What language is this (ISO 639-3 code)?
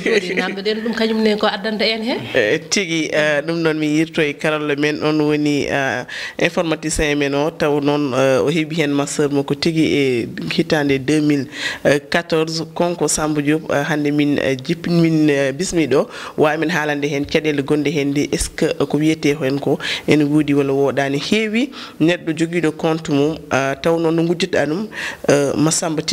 ful